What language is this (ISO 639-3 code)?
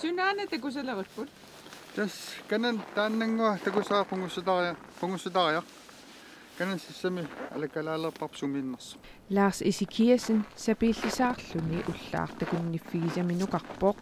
kal